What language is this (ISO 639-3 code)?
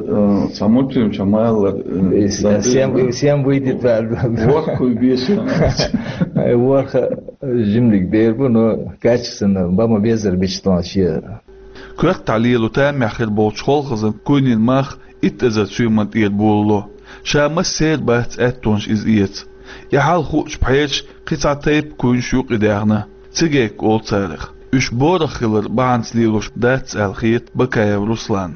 che